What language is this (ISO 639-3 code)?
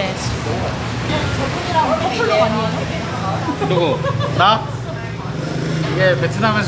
kor